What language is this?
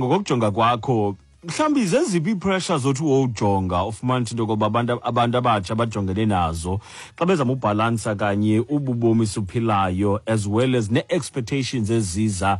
Xhosa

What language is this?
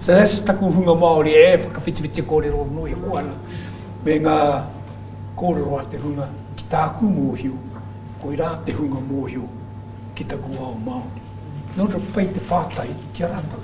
Māori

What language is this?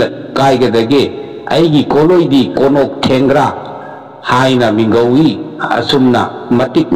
Manipuri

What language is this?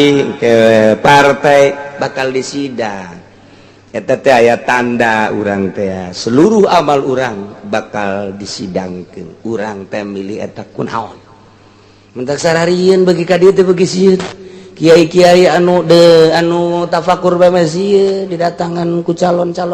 Sundanese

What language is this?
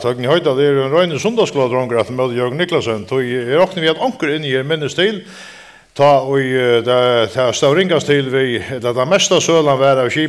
Faroese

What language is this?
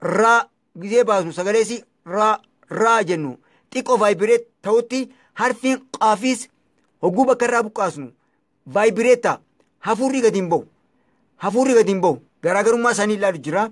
Oromo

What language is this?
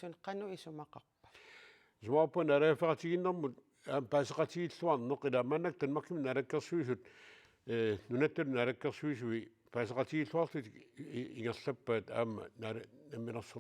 Kalaallisut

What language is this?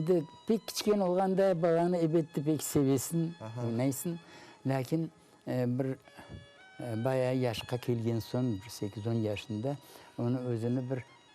Crimean Tatar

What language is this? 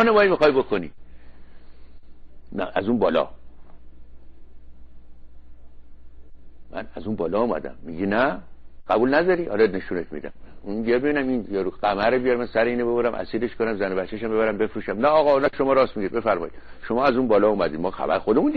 Persian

